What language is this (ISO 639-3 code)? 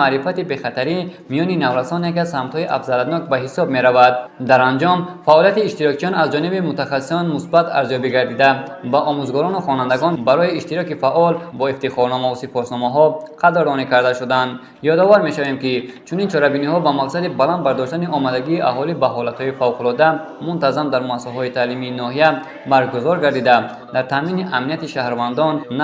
tgk